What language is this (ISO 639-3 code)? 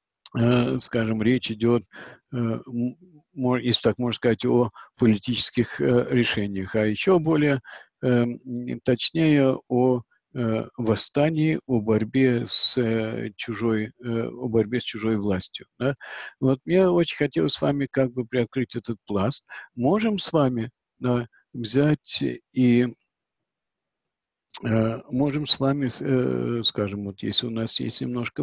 rus